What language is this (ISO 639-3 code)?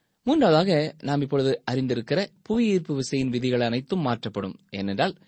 tam